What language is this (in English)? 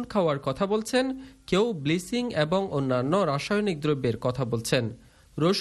Bangla